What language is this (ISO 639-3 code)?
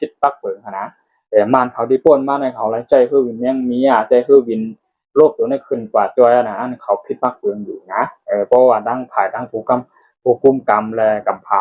shn